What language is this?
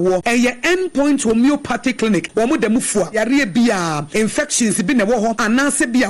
Akan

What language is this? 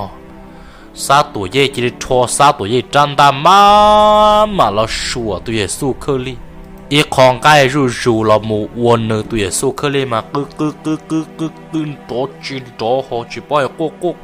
Hmong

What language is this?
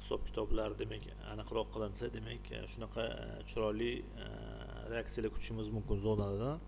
Uzbek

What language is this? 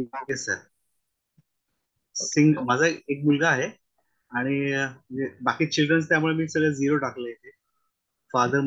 Marathi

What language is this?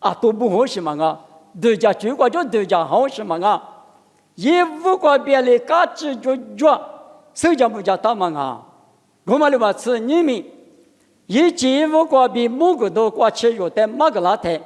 Lisu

